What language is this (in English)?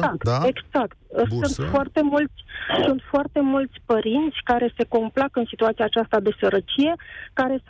Romanian